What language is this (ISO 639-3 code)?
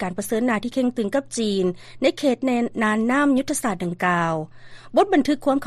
lao